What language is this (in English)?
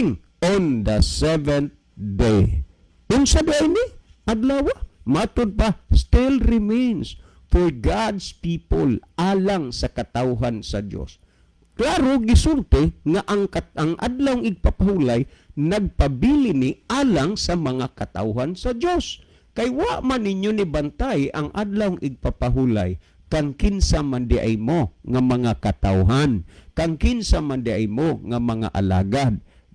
Cebuano